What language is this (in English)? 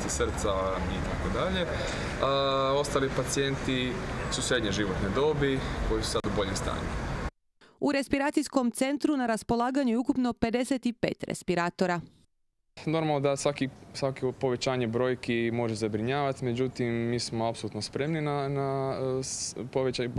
Croatian